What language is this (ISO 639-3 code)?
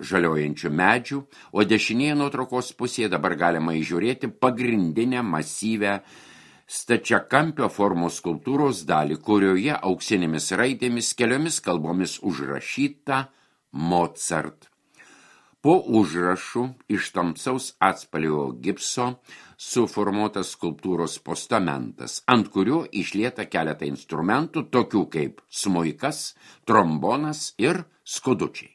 lit